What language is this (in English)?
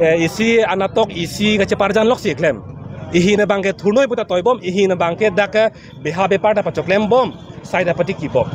Karbi